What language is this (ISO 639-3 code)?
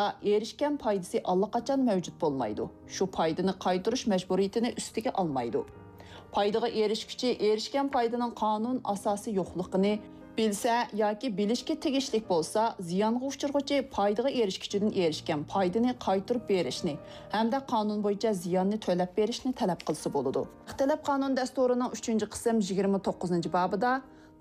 uig